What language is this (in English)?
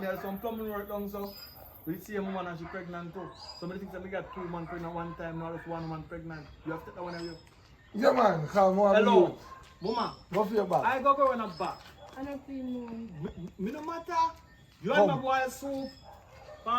Jamaican Creole English